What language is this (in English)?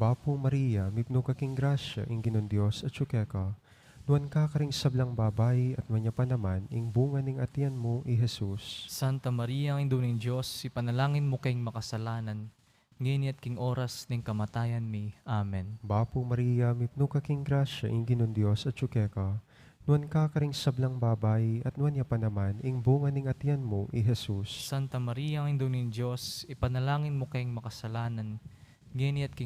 Pampanga